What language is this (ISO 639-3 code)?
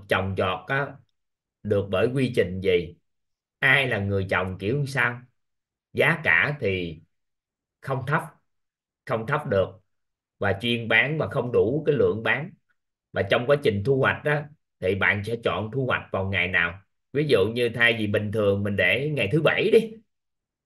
vie